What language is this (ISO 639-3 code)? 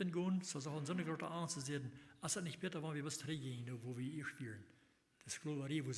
pdt